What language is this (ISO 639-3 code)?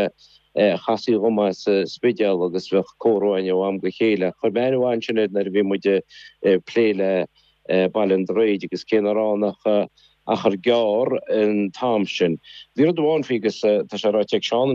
gle